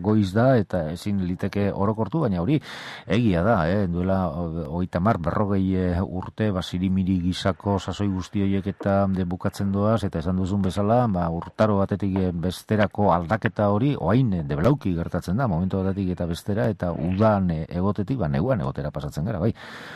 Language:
Basque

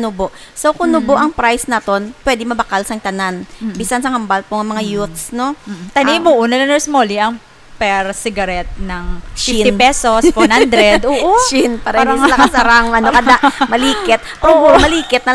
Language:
Hiligaynon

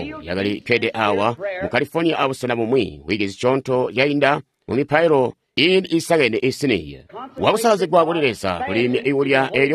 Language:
Tonga (Zambia)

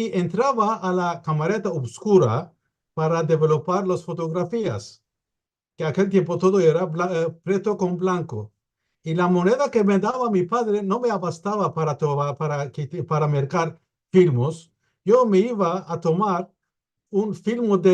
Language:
Ladino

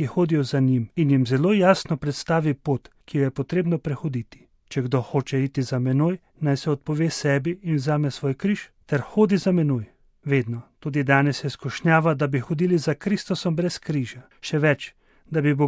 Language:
Slovenian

